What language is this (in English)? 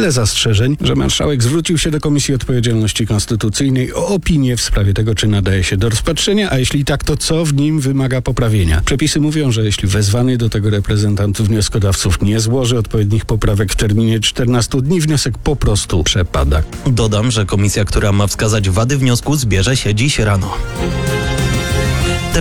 Polish